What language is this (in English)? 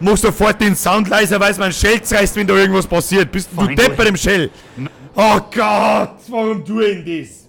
Bavarian